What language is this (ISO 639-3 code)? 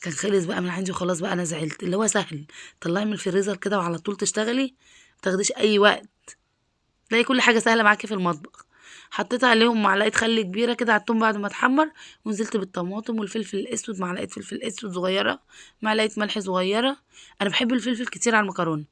arz